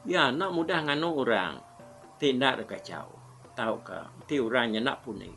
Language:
Iban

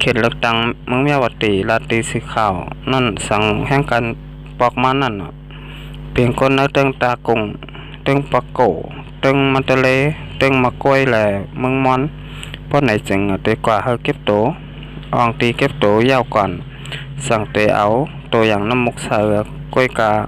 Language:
Shan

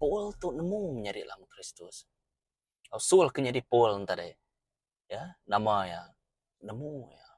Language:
Iban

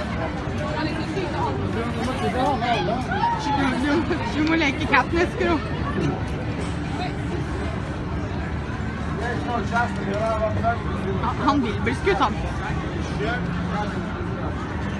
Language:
Norwegian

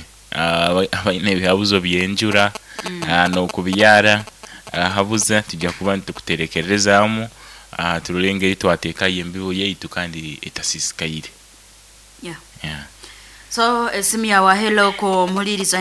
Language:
Nyoro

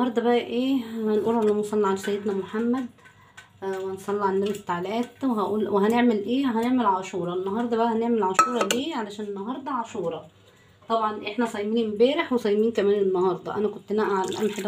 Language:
Egyptian Arabic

